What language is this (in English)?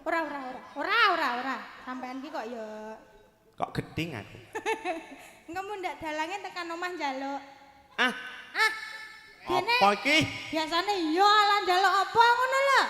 Javanese